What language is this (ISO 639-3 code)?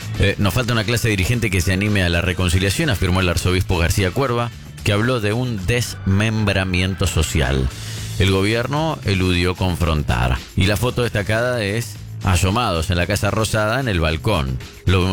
spa